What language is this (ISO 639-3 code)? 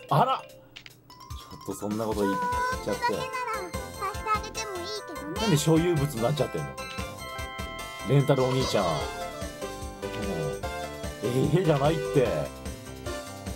jpn